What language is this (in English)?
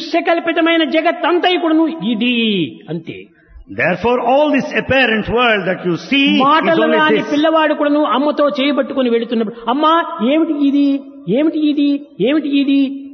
Telugu